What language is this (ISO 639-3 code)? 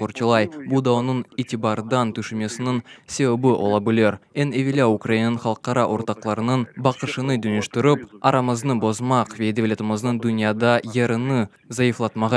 crh